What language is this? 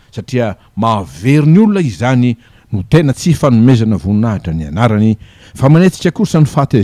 Malagasy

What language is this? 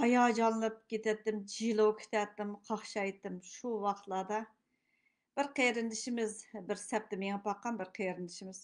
Uyghur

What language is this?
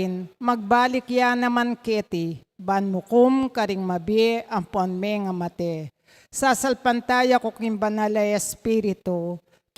Pampanga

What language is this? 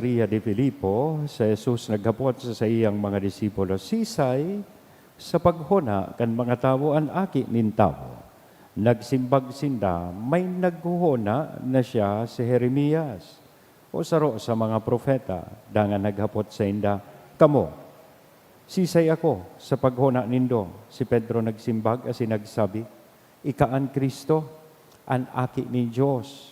Bikol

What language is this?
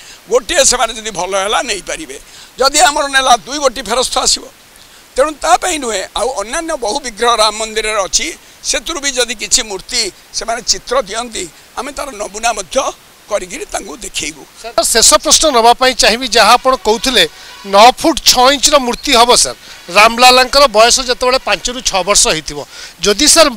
Odia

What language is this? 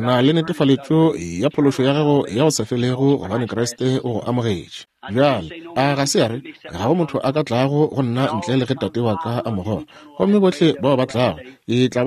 Northern Sotho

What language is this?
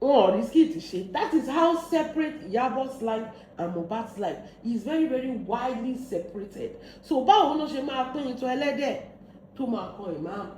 Yoruba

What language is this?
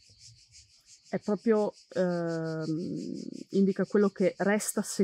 Italian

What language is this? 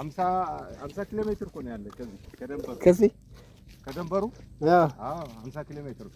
Amharic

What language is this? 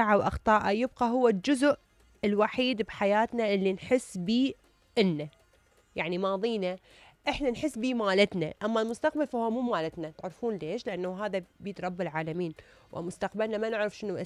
Mesopotamian Arabic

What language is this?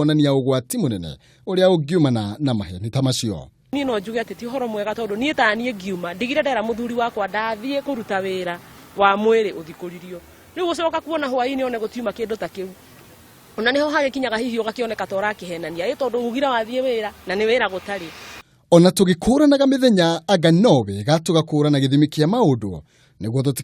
Kikuyu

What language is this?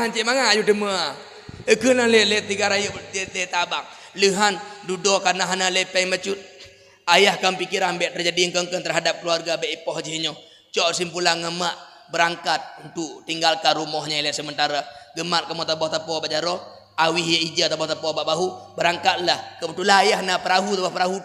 Achinese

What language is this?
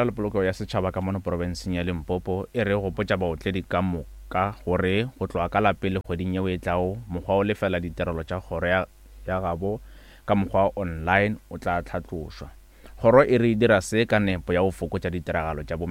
Northern Sotho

